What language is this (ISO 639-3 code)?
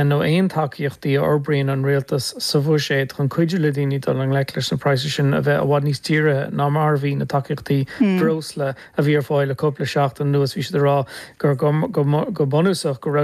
gle